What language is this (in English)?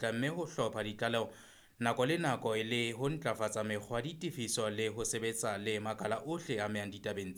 Southern Sotho